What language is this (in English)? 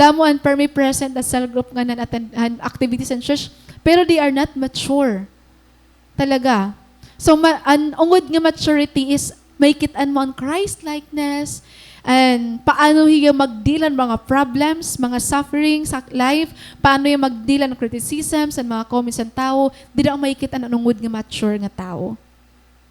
Waray